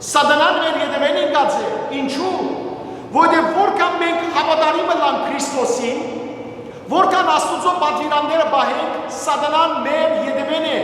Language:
Western Armenian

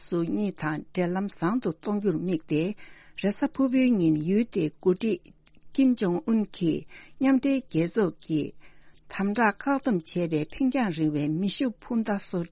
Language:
Tibetan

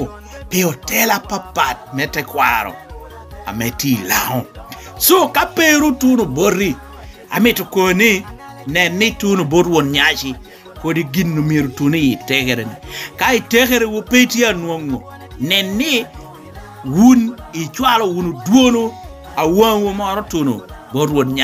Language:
Lango (Uganda)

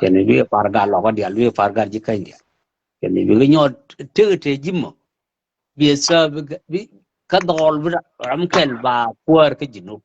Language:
Nuer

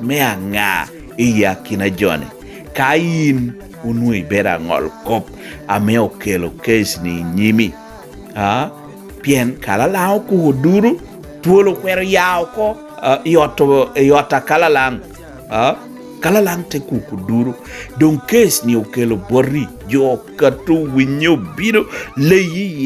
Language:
Lango (Uganda)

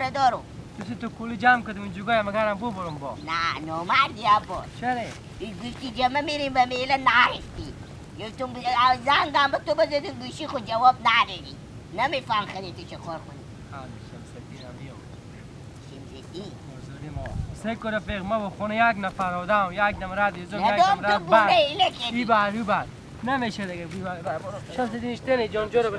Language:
Persian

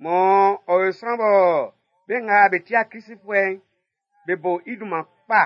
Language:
Baoulé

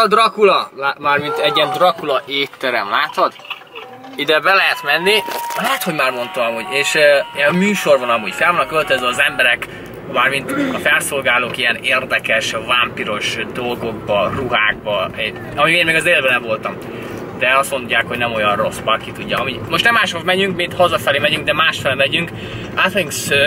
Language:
Hungarian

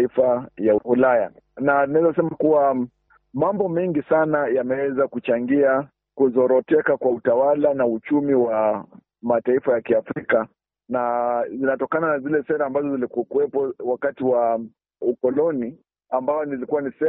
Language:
Swahili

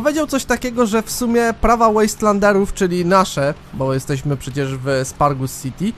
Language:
Polish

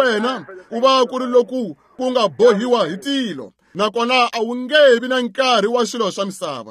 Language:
Tsonga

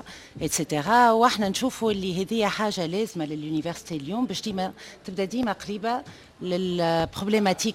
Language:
Tunisian Arabic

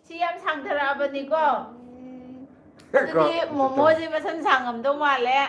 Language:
Manipuri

